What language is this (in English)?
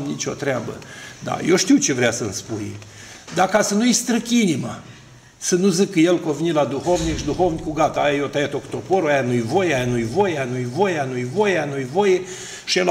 Romanian